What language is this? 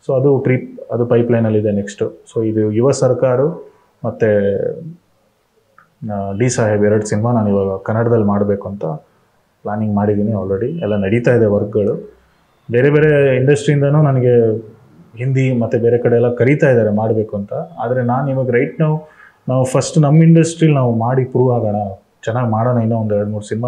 Kannada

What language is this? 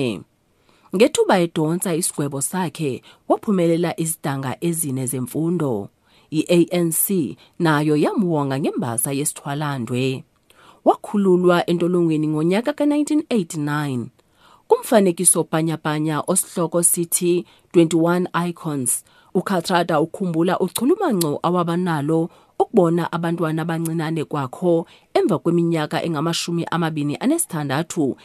Xhosa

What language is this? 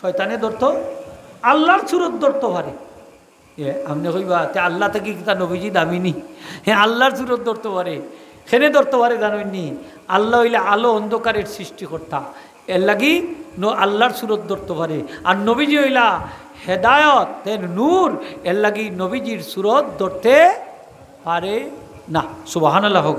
Sylheti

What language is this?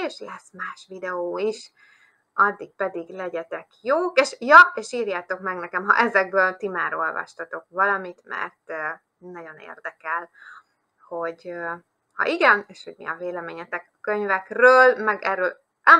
Hungarian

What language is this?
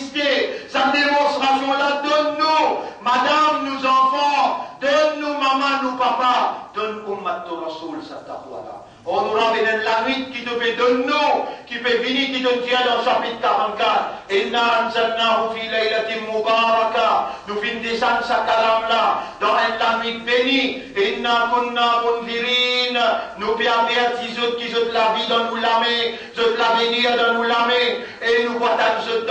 Morisyen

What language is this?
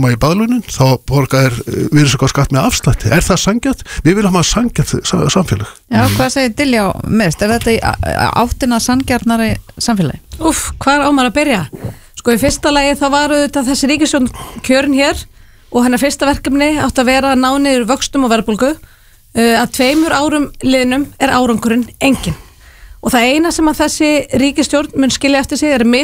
Icelandic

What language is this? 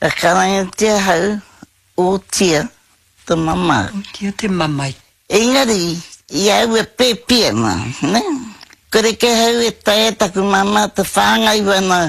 Māori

